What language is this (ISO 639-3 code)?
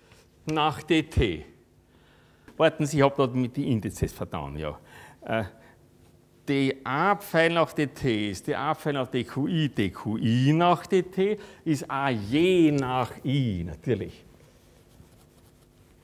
deu